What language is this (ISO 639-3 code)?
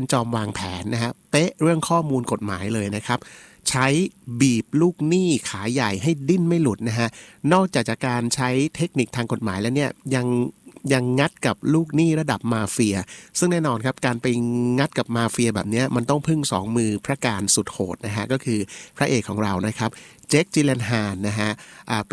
tha